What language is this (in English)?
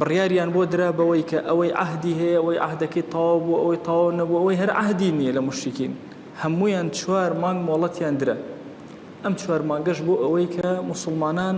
Central Kurdish